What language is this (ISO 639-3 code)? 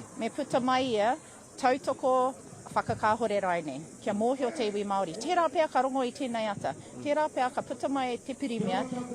mri